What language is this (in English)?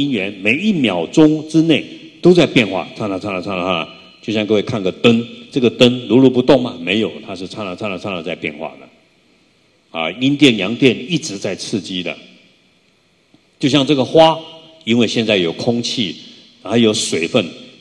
Chinese